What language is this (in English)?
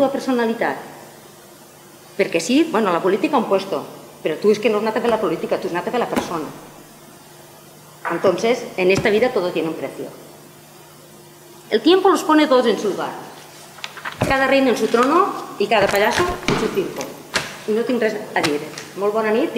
Catalan